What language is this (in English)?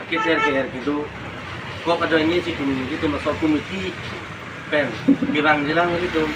Karbi